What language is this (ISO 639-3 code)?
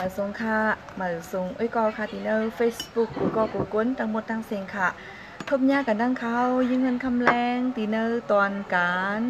shn